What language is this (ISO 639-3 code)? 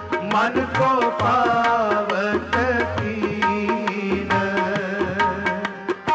hin